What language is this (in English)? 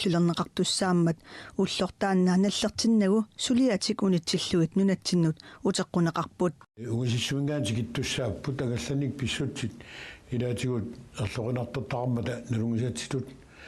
Kalaallisut